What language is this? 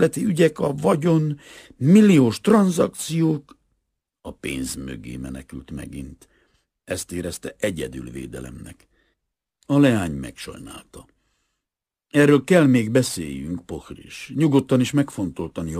Hungarian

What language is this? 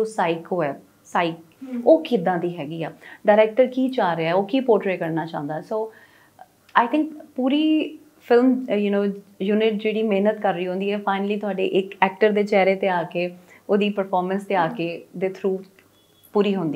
Punjabi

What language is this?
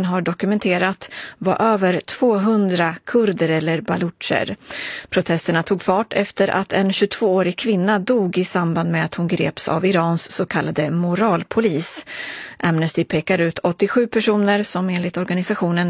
Swedish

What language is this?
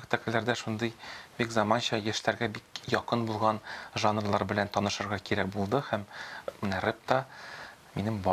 Tatar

